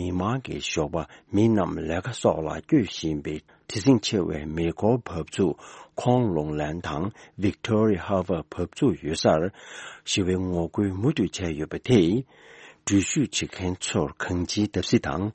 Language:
Tibetan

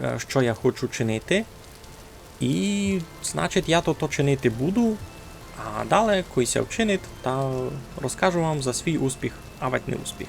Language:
Rusyn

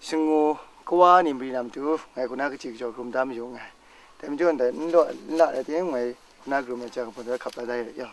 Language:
Kachin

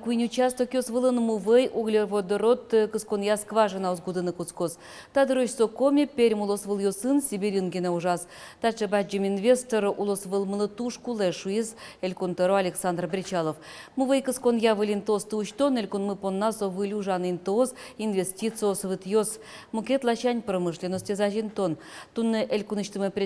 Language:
Udmurt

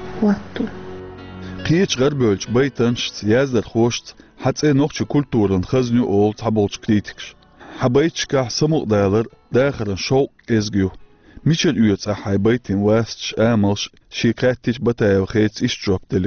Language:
Chechen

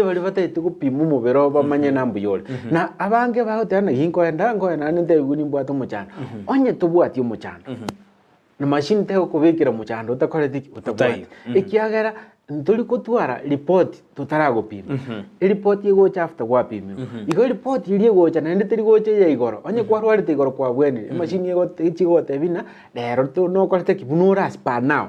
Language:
Gusii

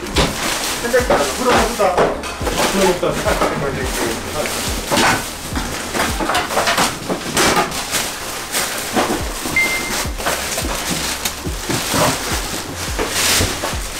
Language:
Japanese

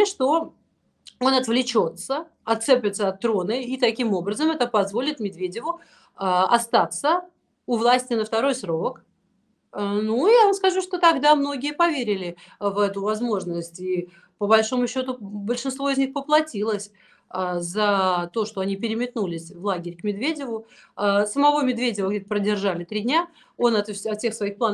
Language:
Russian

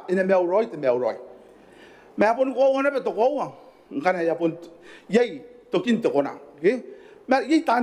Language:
Gilbertese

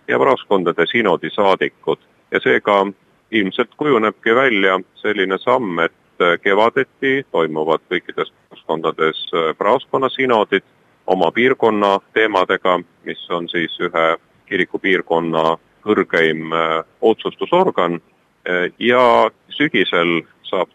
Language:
Estonian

